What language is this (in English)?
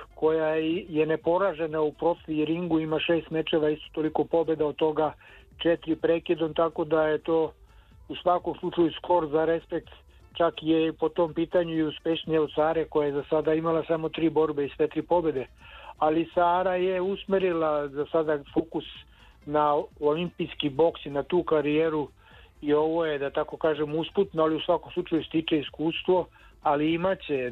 Serbian